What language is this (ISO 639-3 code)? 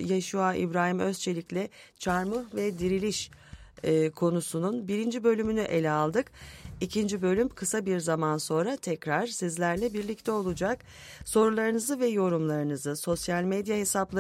tur